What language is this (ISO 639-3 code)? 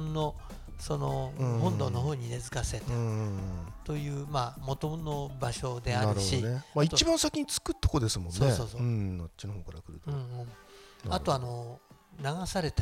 jpn